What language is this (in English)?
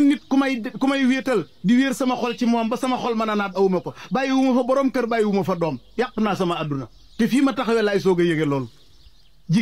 Wolof